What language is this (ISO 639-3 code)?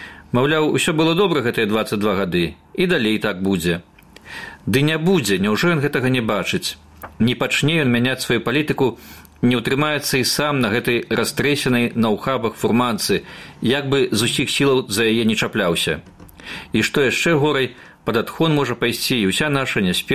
bel